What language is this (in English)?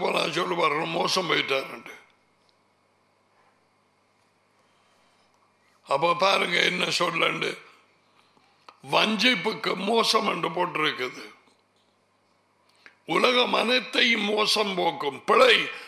Tamil